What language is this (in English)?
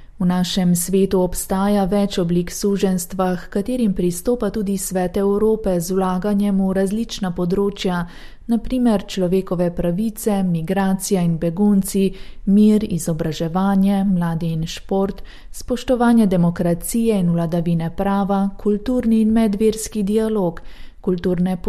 Slovenian